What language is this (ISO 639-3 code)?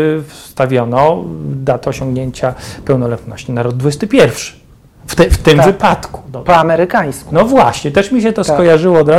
pol